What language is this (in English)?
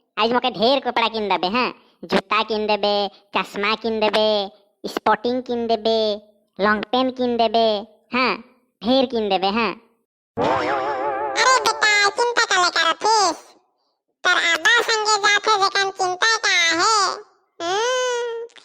Sadri